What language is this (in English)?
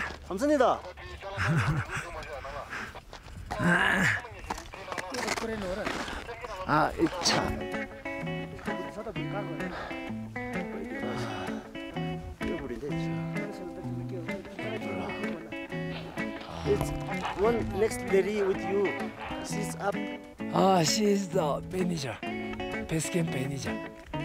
Korean